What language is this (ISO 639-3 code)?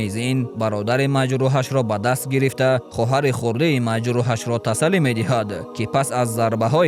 tgk